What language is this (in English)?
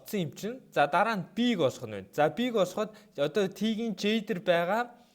Mongolian